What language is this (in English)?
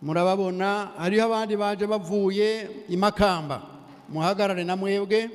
Rundi